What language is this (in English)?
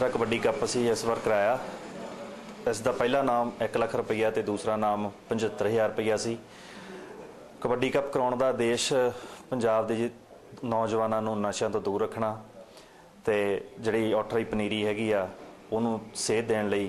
Punjabi